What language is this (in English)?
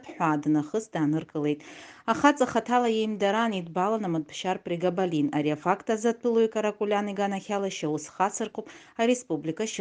Abkhazian